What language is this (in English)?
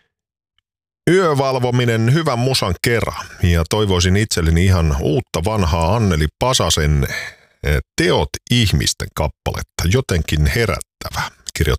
Finnish